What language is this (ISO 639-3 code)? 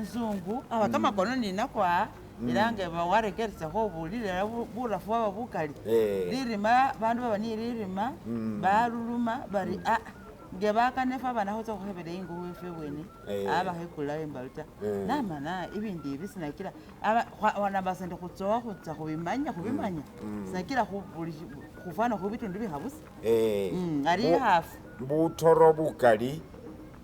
myx